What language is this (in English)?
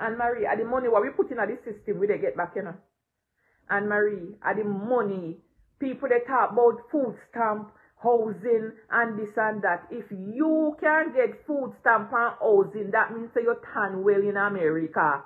Jamaican Creole English